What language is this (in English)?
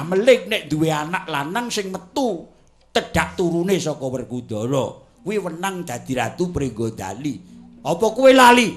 Javanese